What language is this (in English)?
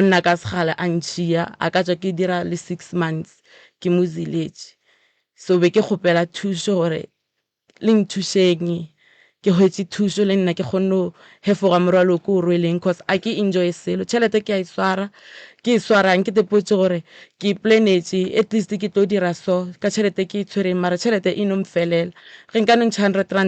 Northern Sotho